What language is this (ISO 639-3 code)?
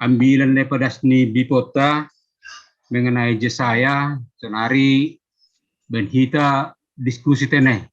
bts